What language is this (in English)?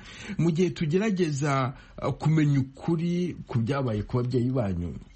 Kinyarwanda